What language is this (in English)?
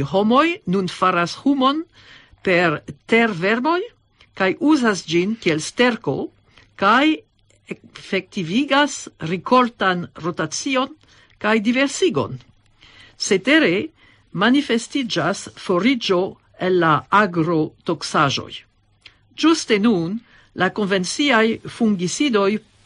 Esperanto